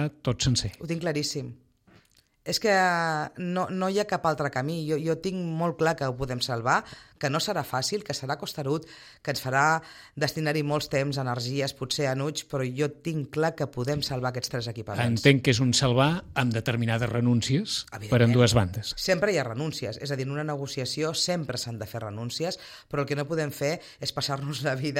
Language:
Catalan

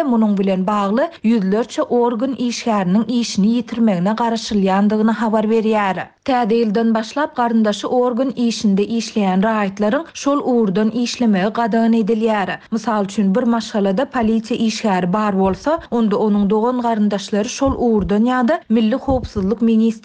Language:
Turkmen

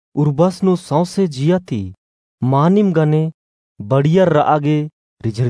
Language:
Kurukh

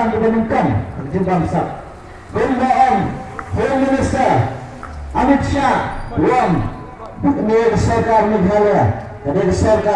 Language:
Khasi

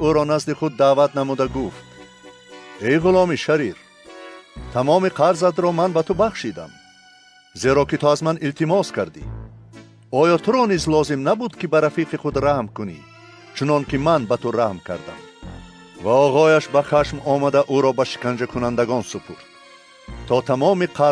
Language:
Tajik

